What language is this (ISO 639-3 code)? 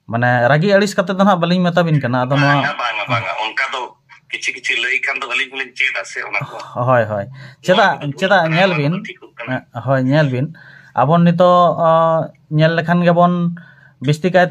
sat